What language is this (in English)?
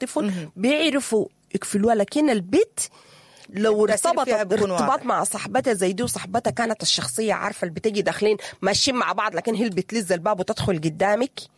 Sudanese Arabic